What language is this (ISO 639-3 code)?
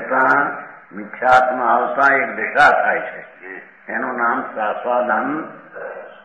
guj